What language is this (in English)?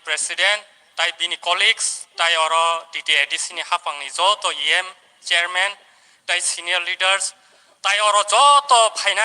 Kok Borok